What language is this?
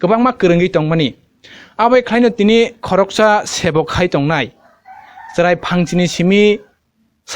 Kok Borok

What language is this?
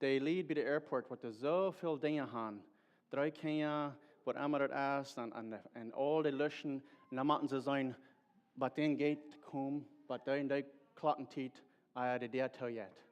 Plautdietsch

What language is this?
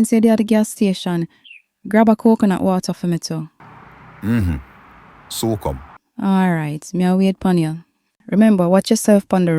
Jamaican Creole English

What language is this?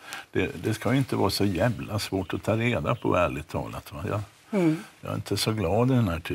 Swedish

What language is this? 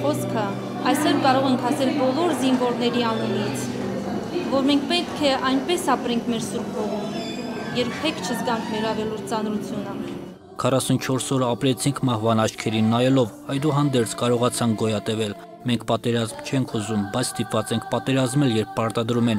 Armenian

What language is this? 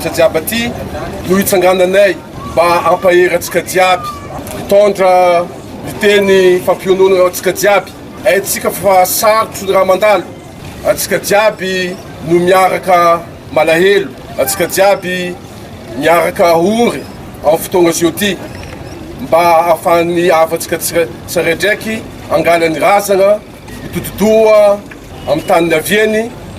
Malagasy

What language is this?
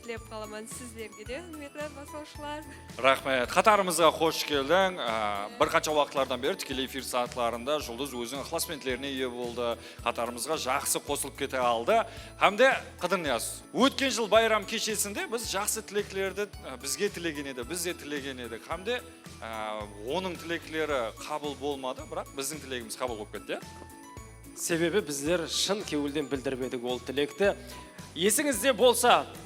Kara-Kalpak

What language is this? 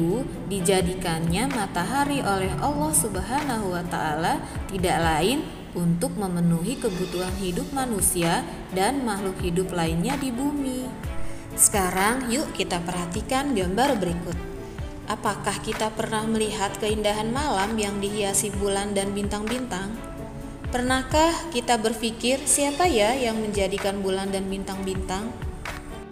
Indonesian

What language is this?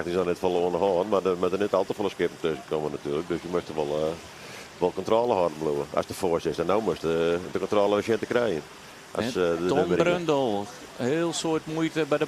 Western Frisian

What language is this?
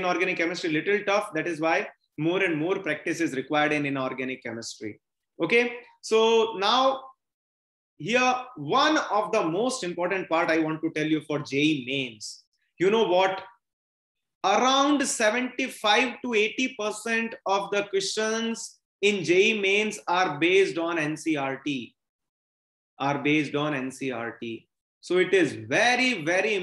English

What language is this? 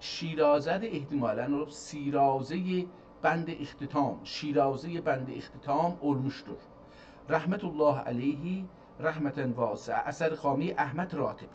South Azerbaijani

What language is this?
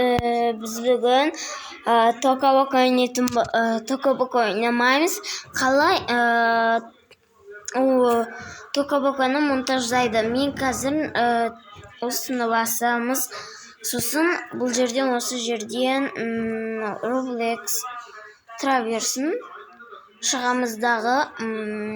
Kazakh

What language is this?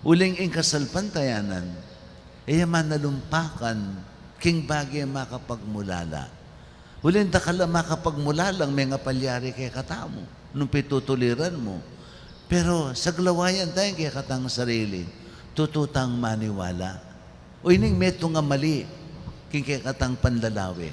Pampanga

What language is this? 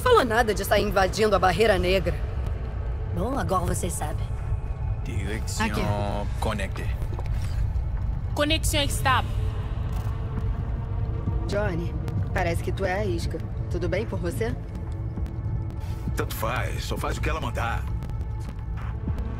Portuguese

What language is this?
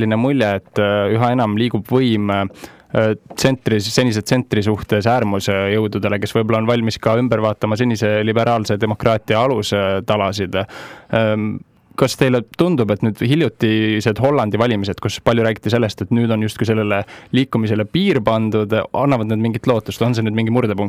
Estonian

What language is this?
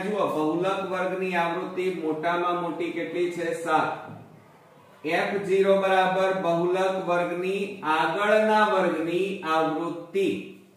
Gujarati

